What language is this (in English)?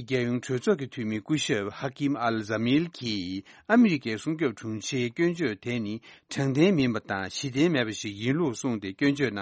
Tibetan